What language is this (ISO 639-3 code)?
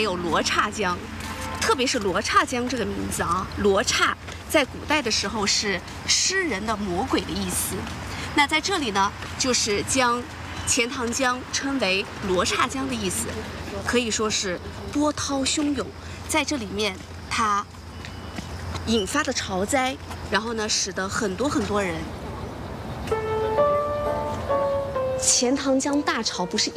zho